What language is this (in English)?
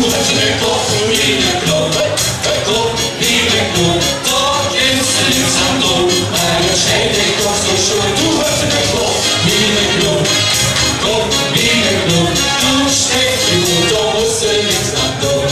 Limburgish